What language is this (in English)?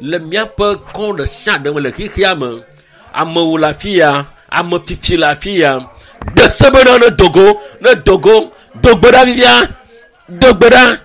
Ewe